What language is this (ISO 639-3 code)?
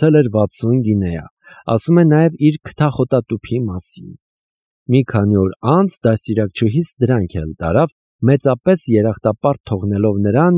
hye